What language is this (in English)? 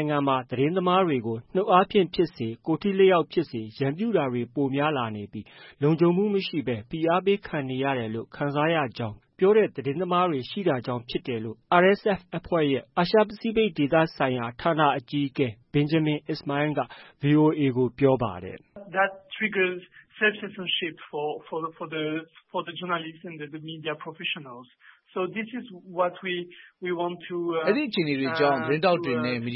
Burmese